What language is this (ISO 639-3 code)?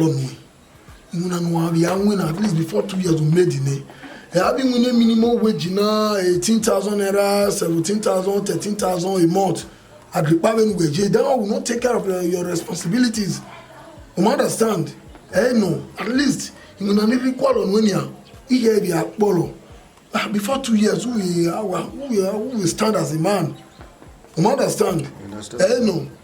bin